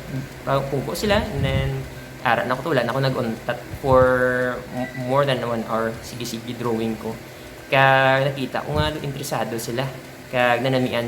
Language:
Hiligaynon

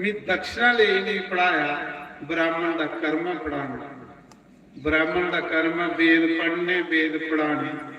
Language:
Dogri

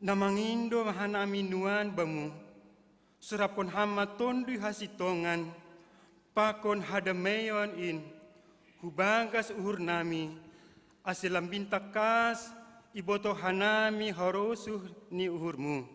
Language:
Batak Simalungun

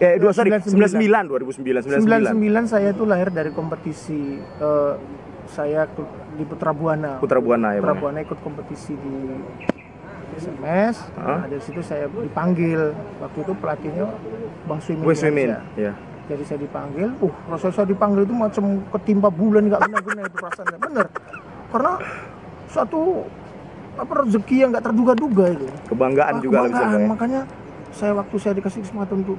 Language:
Indonesian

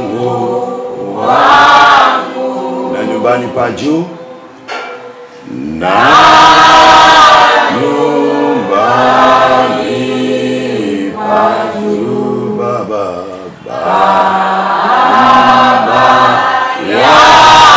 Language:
Swahili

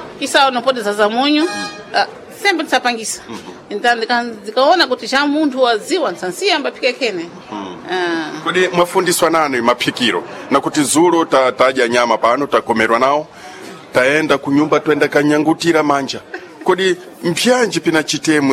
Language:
Sena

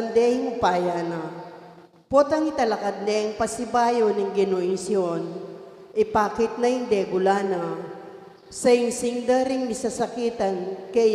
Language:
Pampanga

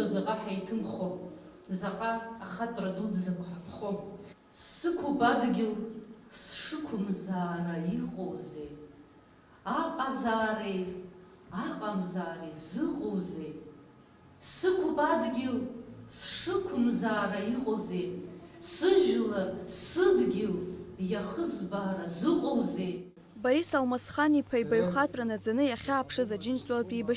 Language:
Abkhazian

